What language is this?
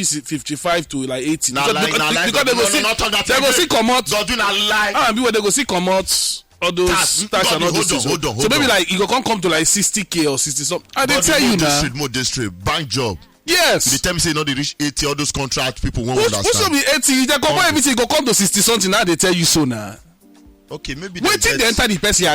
Nigerian Pidgin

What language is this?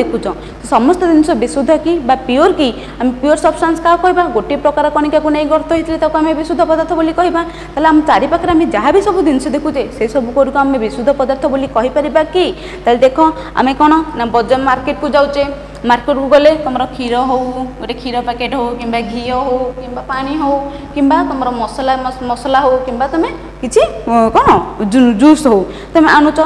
Odia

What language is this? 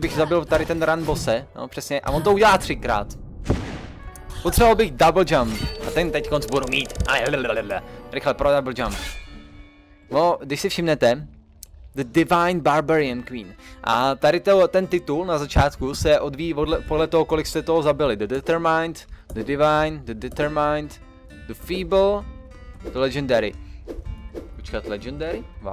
Czech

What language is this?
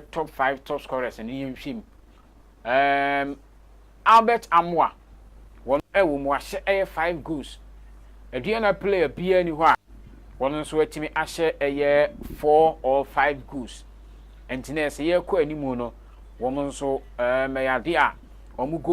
Akan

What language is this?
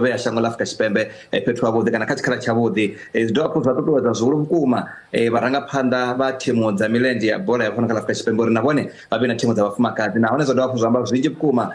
Venda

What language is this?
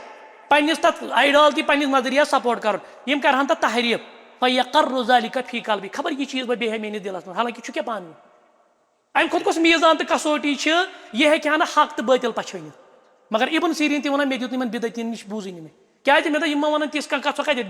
Kashmiri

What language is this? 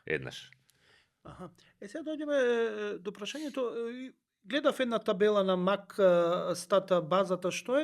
Macedonian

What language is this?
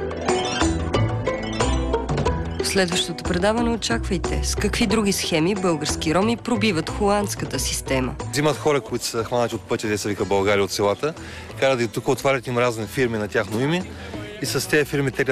Bulgarian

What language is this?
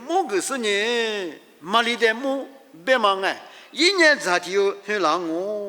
Lisu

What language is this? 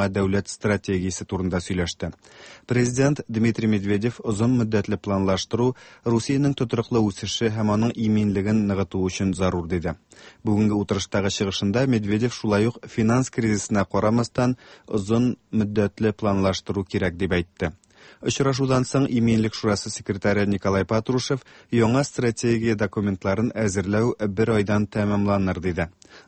Tatar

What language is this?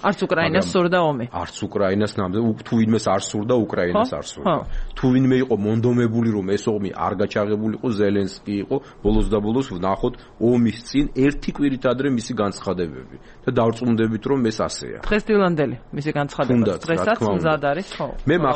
Georgian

